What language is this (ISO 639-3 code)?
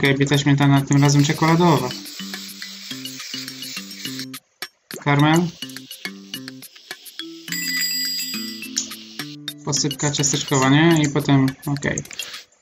pol